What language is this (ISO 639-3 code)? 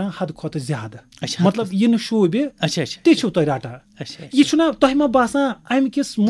kas